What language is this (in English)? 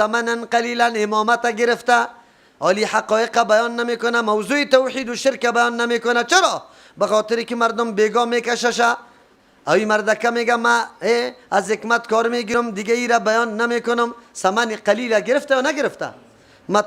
Persian